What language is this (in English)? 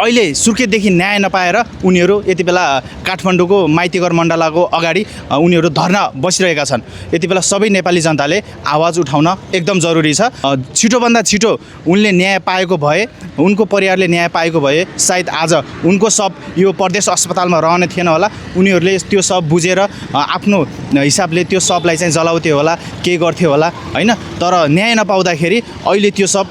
Nepali